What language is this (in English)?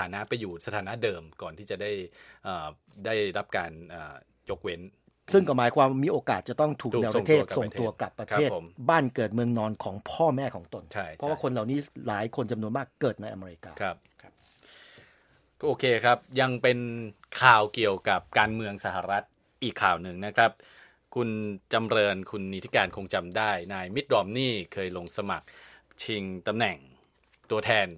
Thai